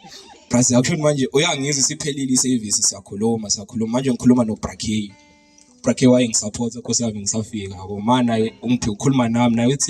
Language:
Zulu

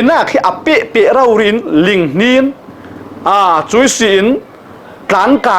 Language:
Falam Chin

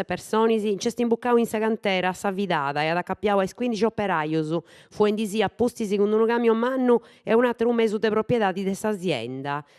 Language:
Sardinian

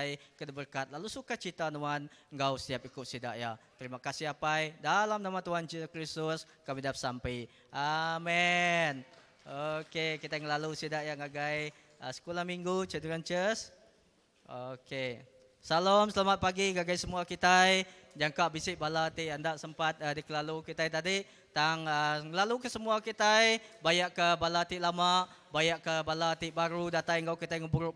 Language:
Iban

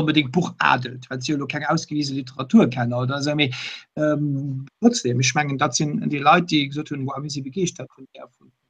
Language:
Luxembourgish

